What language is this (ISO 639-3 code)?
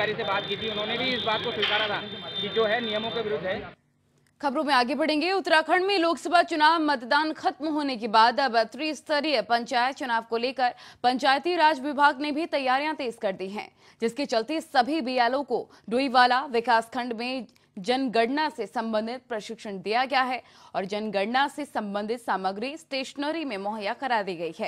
hin